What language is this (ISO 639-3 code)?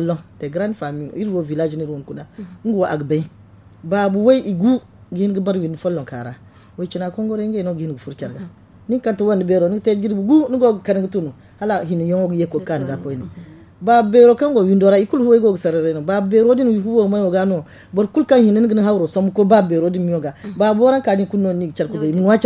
dje